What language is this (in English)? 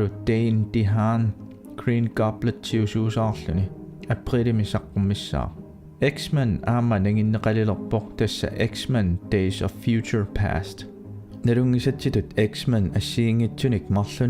Kalaallisut